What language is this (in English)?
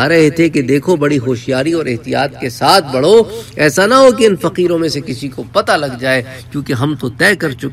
Urdu